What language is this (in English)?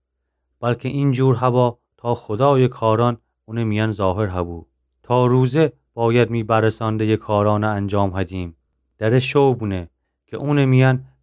Gilaki